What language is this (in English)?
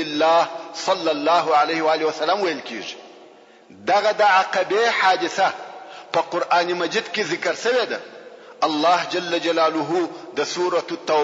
Pashto